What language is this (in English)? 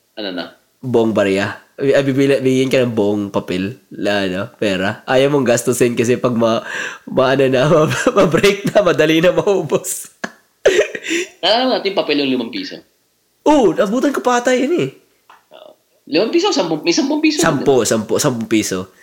Filipino